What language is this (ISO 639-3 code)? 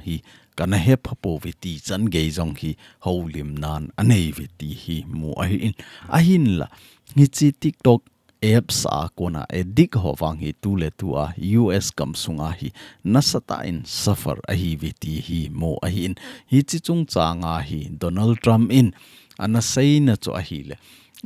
tcz